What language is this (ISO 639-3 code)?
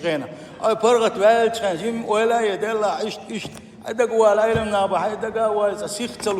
che